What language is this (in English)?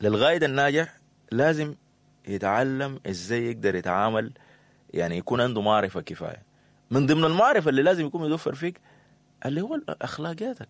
Sudanese Arabic